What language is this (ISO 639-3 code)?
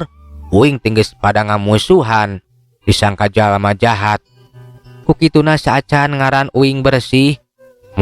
sun